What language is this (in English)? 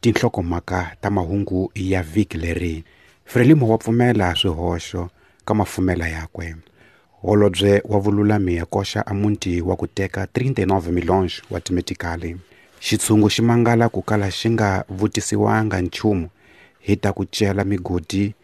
Tsonga